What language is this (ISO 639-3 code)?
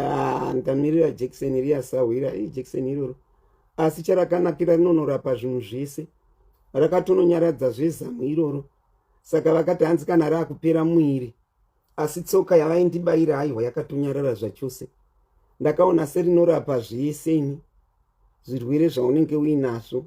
sna